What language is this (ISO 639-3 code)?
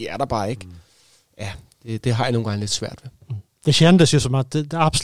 dan